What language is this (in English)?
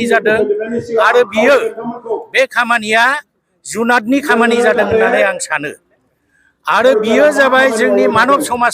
Bodo